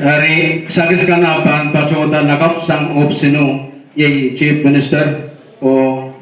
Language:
Pohnpeian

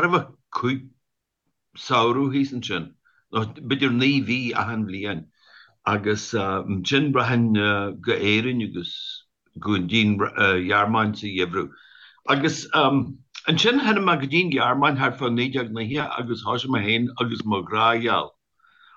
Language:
Irish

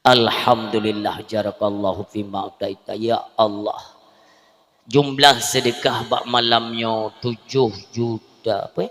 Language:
Achinese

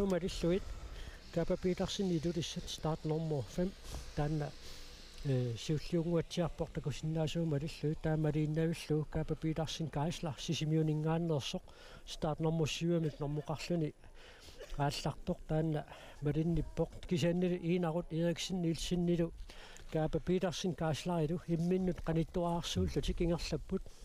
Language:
Kalaallisut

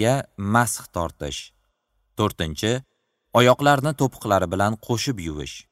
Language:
Uzbek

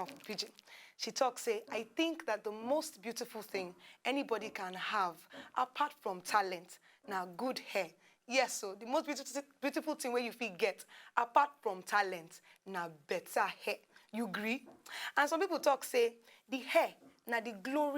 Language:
Nigerian Pidgin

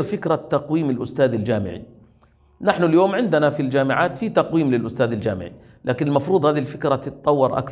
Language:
Arabic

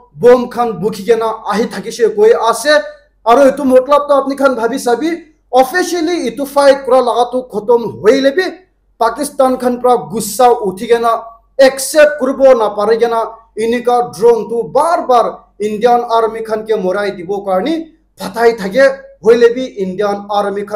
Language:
Naga Pidgin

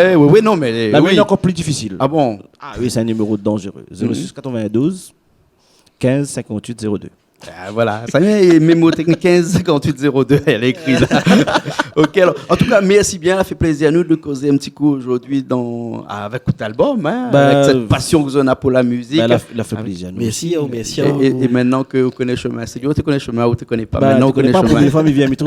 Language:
Réunion Creole French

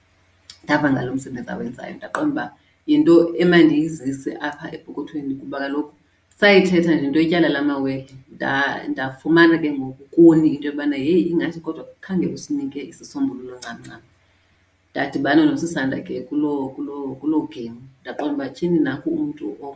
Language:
Xhosa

